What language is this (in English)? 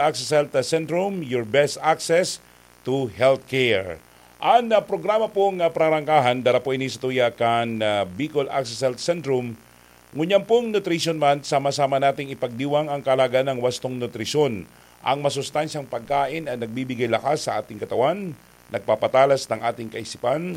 Bikol